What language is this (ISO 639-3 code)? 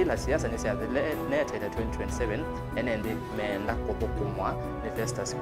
kam